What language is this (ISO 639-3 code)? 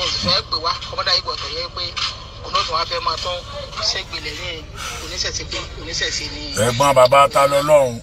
yor